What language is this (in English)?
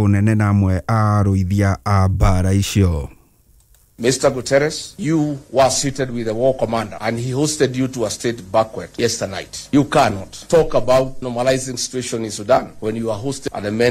Kikuyu